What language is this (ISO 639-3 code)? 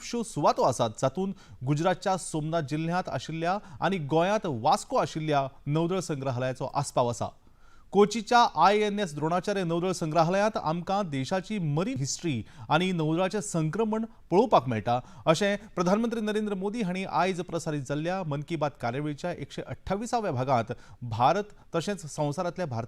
kok